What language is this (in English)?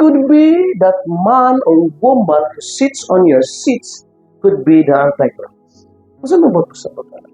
Cebuano